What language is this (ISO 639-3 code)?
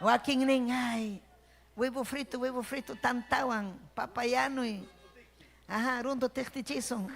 quy